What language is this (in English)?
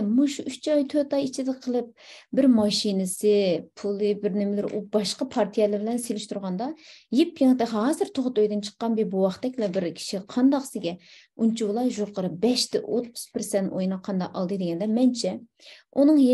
Uyghur